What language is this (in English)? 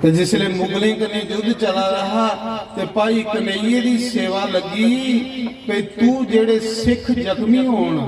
Dogri